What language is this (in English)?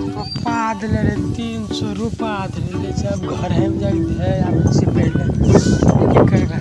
Maithili